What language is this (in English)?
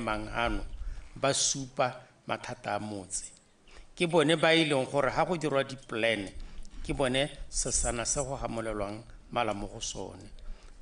Tswana